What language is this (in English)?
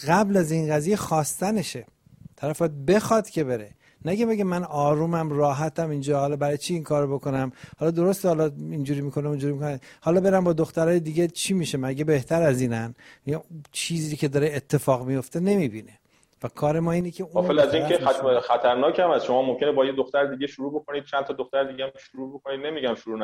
Persian